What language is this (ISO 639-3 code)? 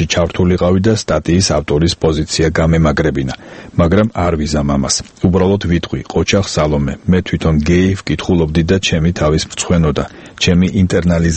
kat